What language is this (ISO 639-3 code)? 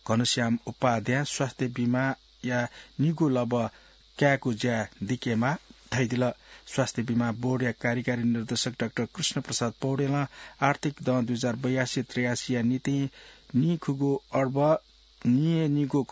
new